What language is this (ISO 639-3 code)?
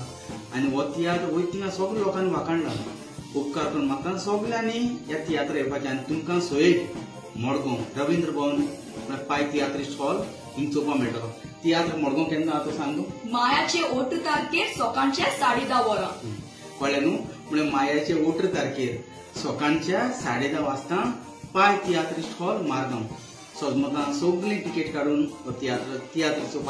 kok